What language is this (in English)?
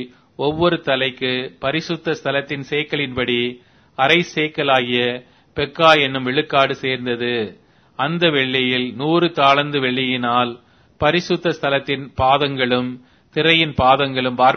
Tamil